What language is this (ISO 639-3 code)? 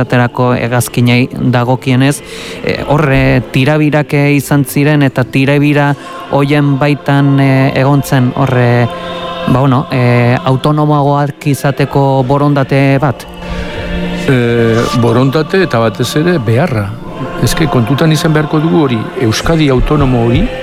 eus